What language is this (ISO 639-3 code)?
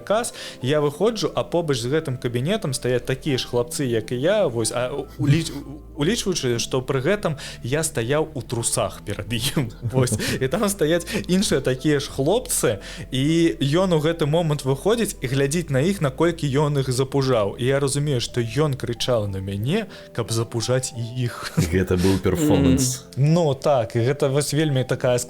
bel